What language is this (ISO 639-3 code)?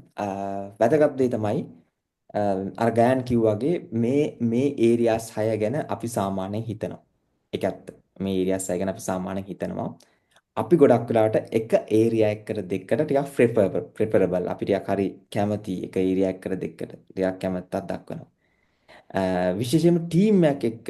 sin